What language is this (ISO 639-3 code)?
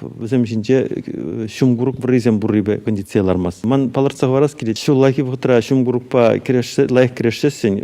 chv